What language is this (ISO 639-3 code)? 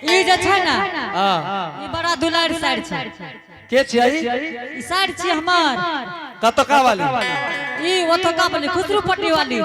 anp